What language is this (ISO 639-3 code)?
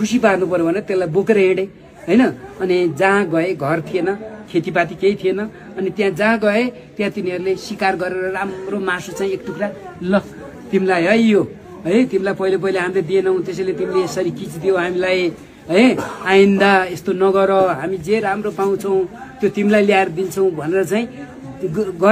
nep